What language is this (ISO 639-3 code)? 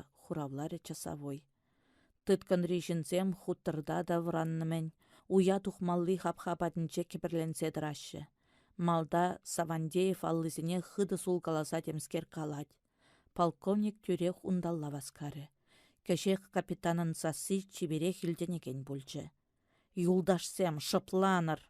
chv